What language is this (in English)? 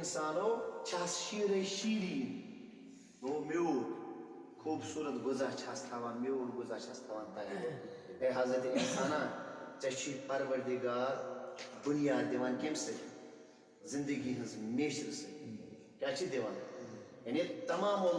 Kashmiri